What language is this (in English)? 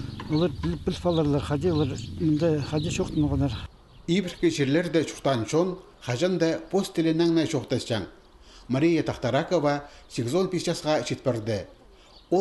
Khakas